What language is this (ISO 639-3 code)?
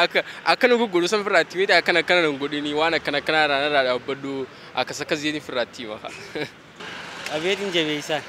orm